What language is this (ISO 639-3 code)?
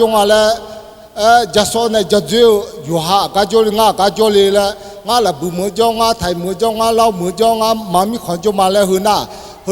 ahk